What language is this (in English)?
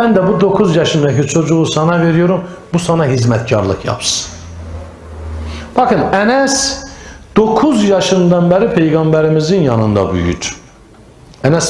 Turkish